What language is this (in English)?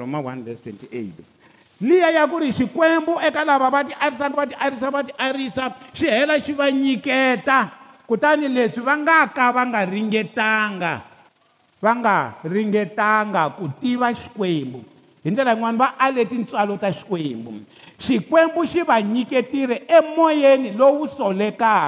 Tsonga